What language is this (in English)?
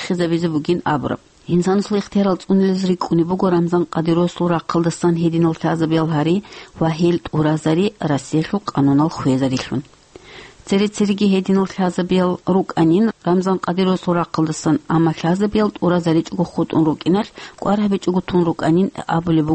Avaric